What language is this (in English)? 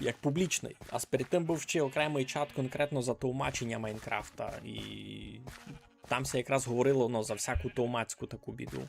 Rusyn